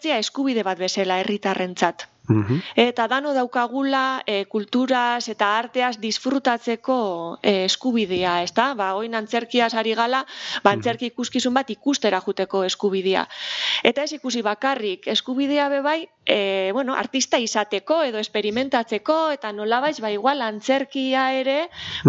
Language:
Basque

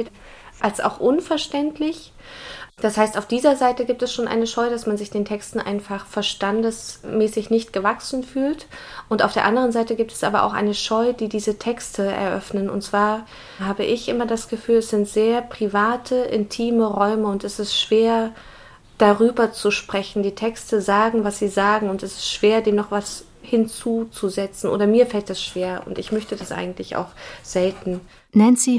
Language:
German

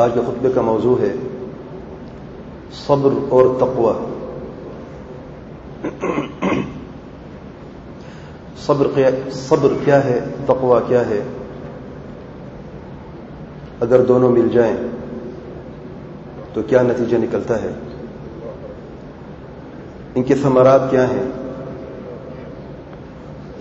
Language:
Urdu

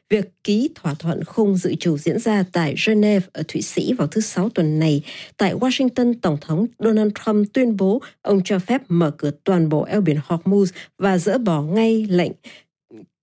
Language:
Vietnamese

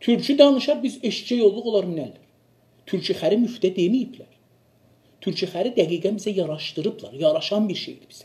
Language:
South Azerbaijani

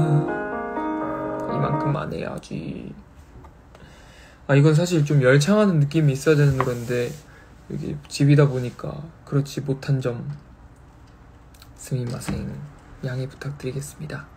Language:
Korean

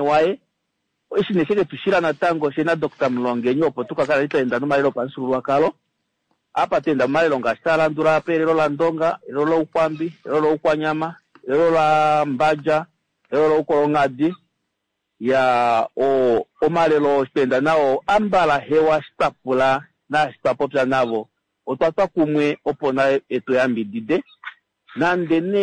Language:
Kuanyama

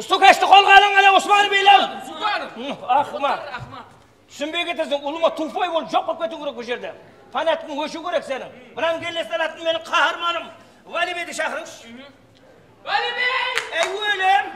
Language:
Kara-Kalpak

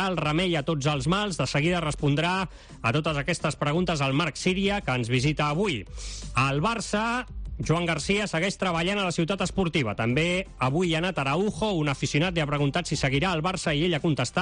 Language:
Catalan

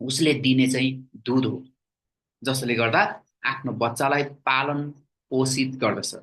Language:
Nepali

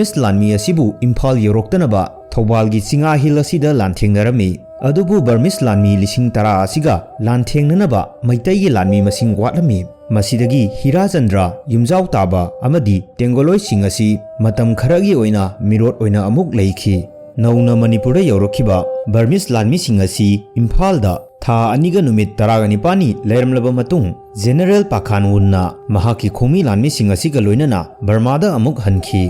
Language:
Manipuri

